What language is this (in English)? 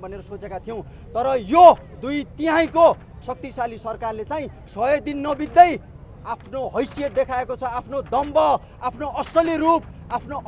Nepali